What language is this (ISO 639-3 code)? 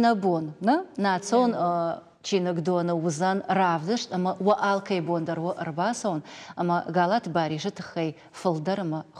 oss